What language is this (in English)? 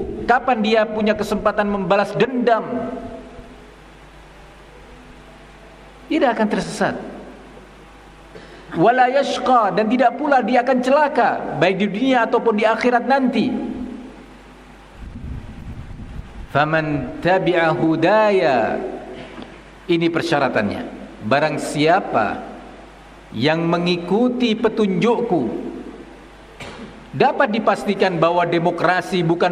Indonesian